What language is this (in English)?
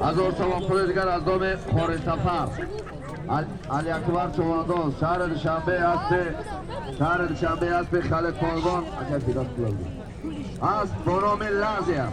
Tajik